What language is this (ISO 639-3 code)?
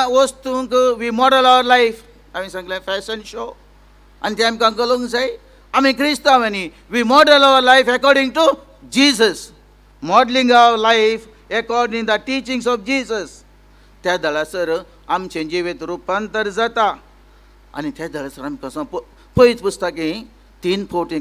kok